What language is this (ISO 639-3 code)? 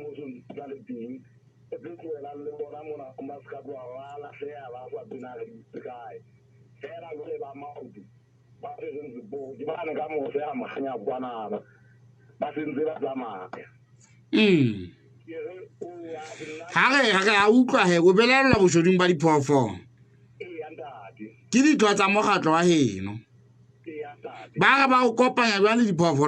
sot